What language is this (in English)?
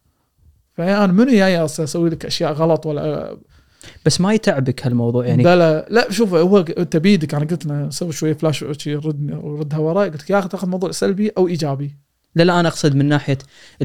Gulf Arabic